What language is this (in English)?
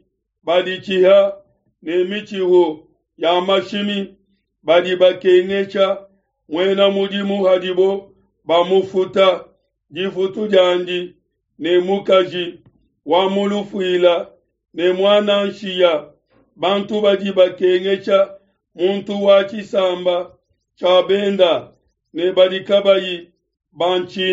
Luba-Lulua